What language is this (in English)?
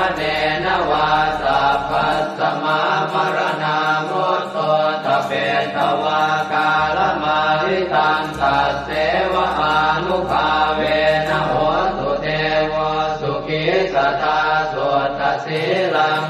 Pali